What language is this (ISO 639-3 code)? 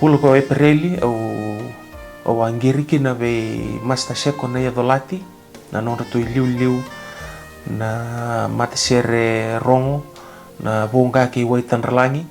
fij